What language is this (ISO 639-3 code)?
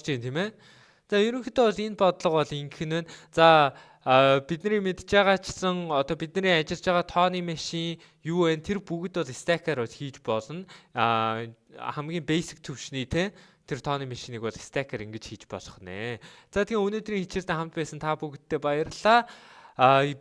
mon